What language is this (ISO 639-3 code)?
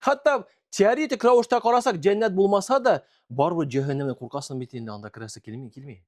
tat